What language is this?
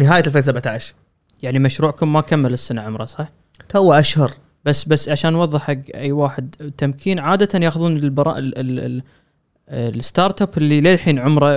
Gulf Arabic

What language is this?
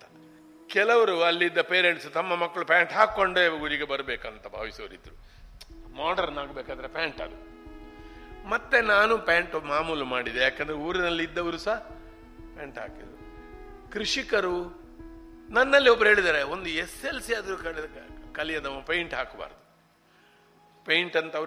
Kannada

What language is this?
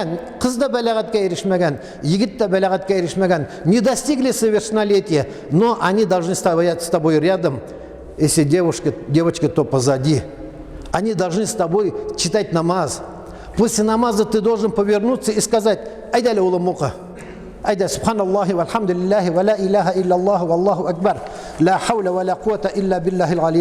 Tatar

